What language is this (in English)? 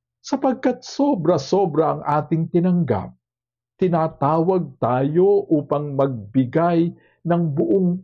Filipino